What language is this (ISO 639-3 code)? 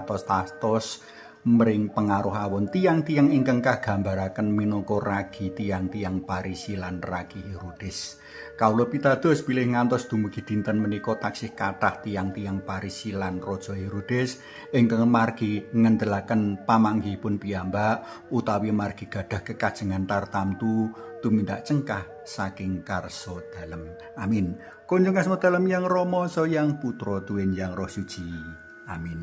jav